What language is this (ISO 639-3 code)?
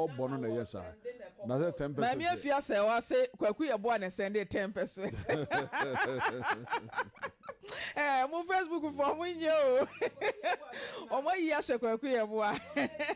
aka